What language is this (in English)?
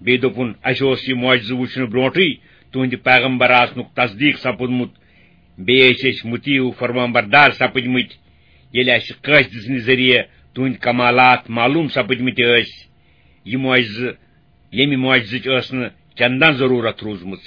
Kashmiri